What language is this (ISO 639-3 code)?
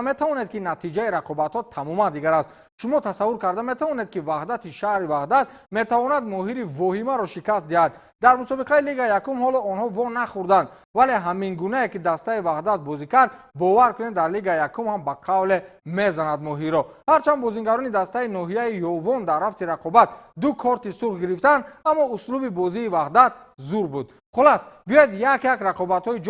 tgk